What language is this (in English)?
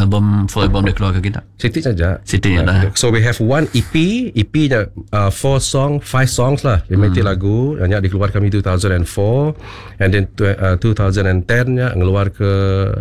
Malay